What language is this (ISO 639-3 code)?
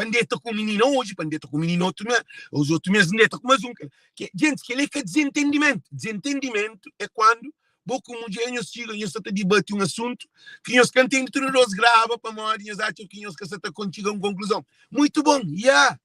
kea